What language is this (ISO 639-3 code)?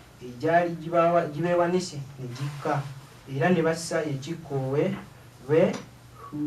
lug